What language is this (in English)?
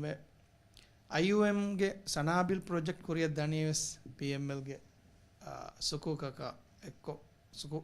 Divehi